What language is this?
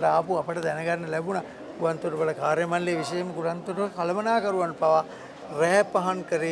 Sinhala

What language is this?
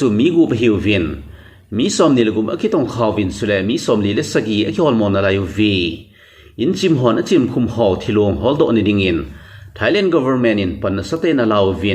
Thado Chin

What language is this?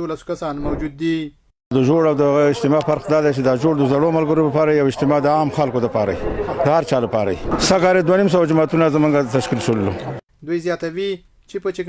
Pashto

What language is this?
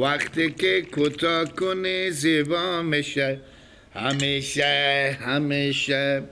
Persian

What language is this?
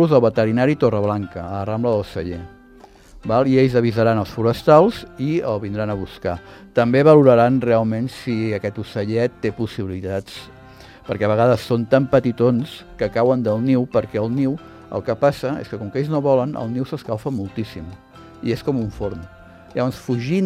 Catalan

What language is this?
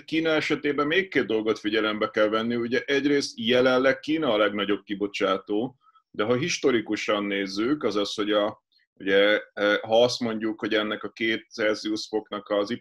Hungarian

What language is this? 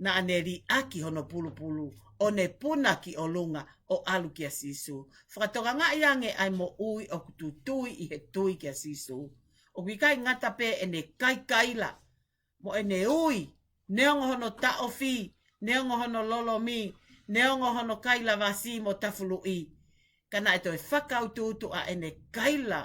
Tongan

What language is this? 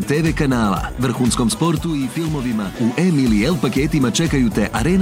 Bosnian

